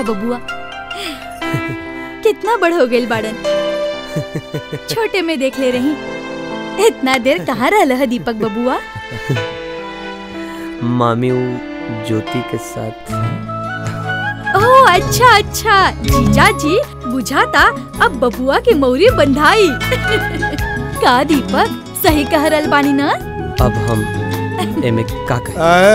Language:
Bhojpuri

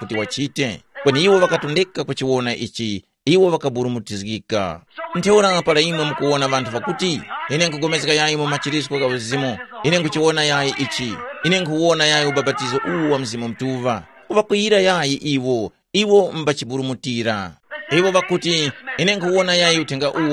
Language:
Tumbuka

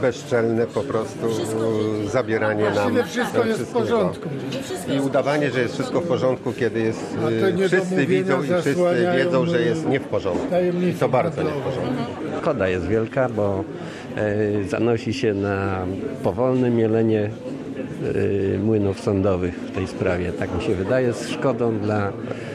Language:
Polish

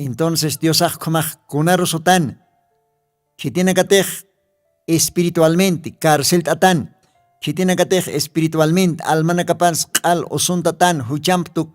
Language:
Aymara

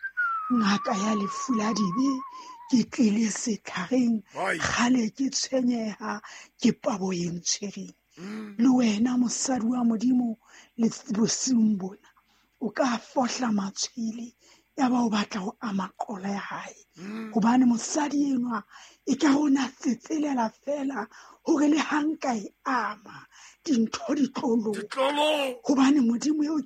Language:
Southern Sotho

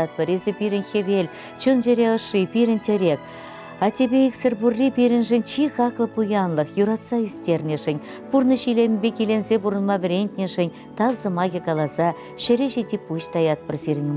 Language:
Chuvash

